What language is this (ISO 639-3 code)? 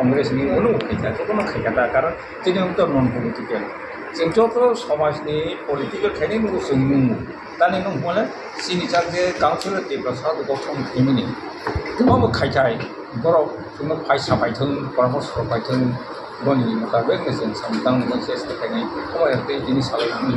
ria